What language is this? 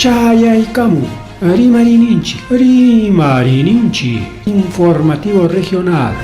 Ayacucho Quechua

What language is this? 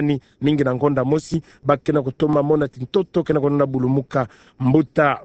Kituba (Democratic Republic of Congo)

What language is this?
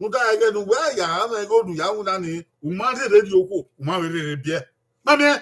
Bini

